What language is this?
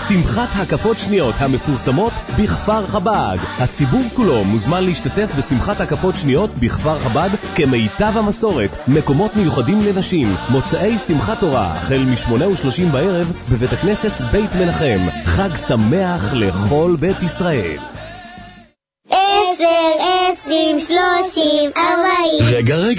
Hebrew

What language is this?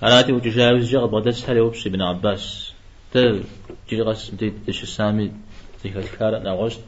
Kabardian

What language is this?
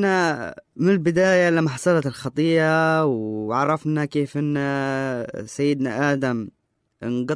Arabic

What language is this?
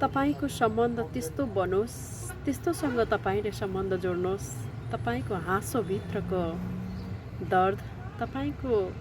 Nepali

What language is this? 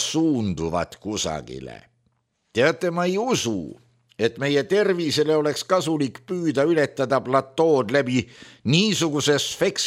Estonian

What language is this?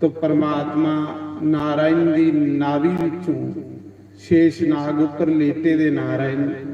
Dogri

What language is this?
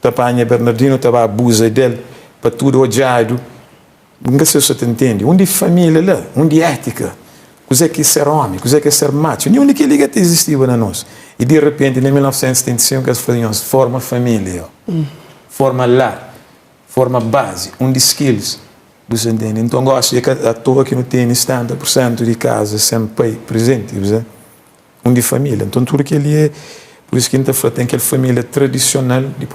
Kabuverdianu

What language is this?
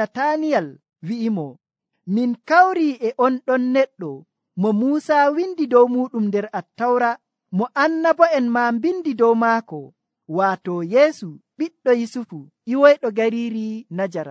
Nigerian Fulfulde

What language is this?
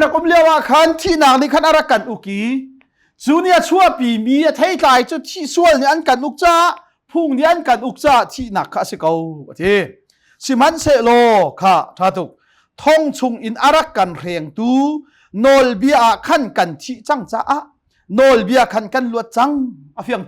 Hakha Chin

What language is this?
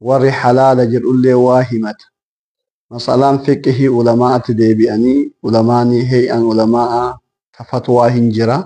Oromo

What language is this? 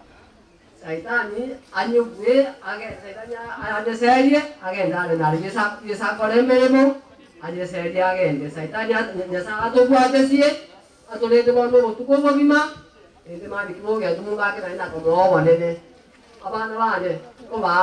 Gusii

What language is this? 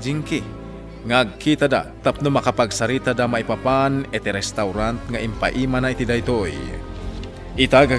Iloko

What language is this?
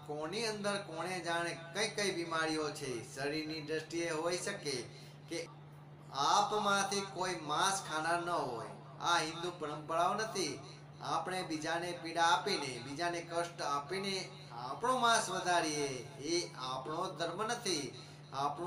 Gujarati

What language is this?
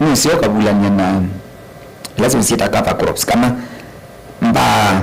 Kamba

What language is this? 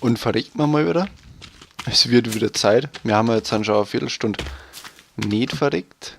Bavarian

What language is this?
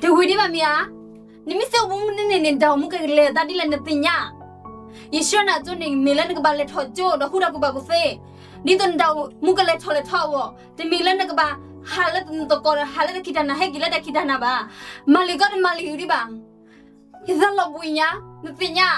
S'gaw Karen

